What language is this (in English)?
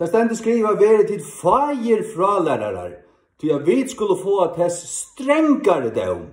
Faroese